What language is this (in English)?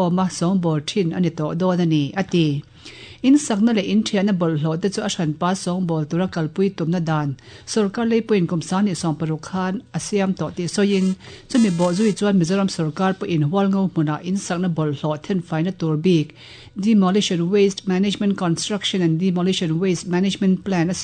Mizo